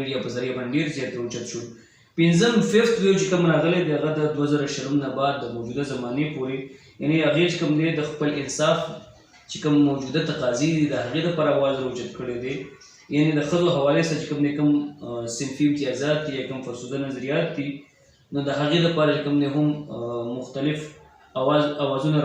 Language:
Pashto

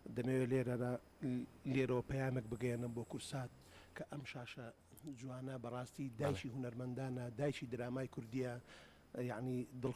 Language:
Central Kurdish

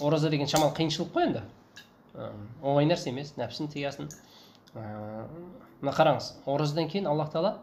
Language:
Kazakh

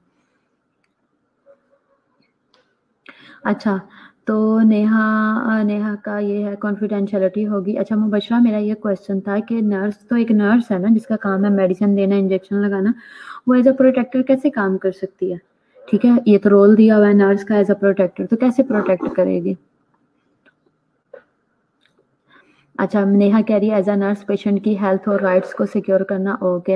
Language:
Hindi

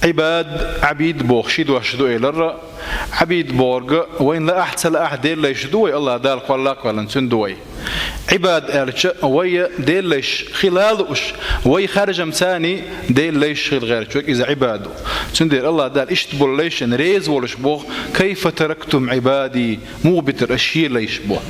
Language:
Chechen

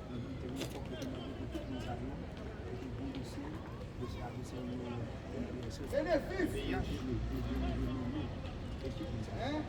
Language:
Haitian Creole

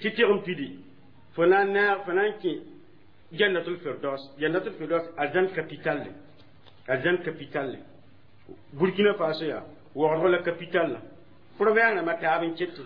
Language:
Mossi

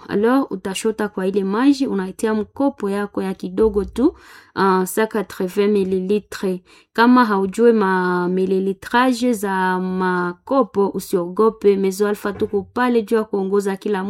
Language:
Swahili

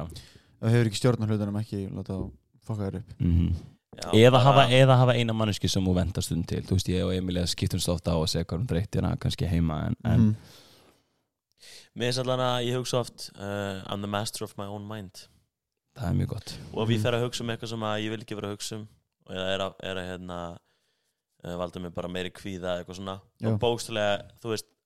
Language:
Icelandic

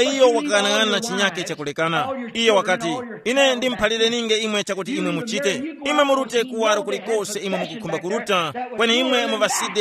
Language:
Tumbuka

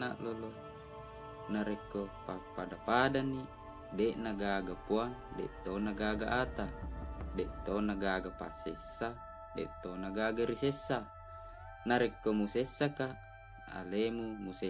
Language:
Buginese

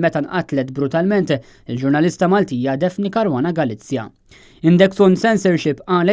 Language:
Maltese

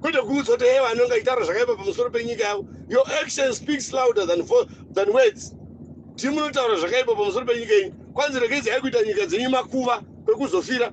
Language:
Shona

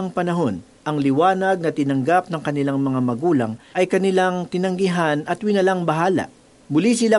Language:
Filipino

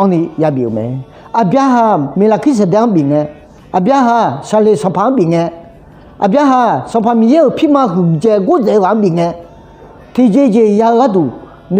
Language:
Akha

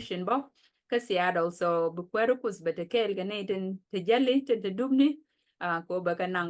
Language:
Nuer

